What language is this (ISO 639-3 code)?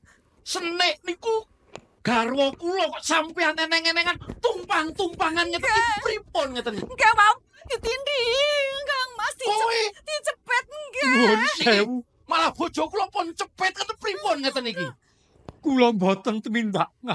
jav